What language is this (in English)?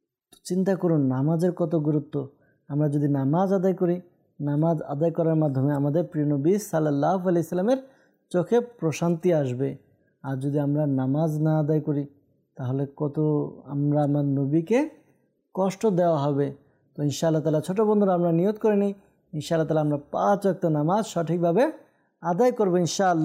Bangla